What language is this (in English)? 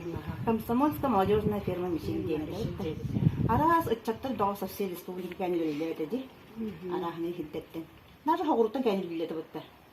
Yakut